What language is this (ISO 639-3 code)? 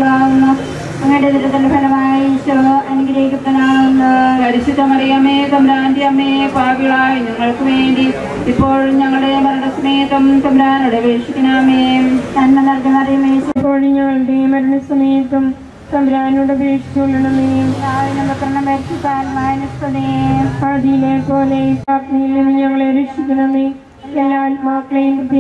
mal